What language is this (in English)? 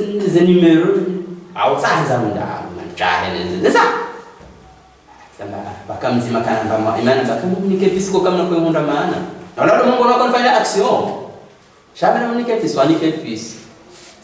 Swahili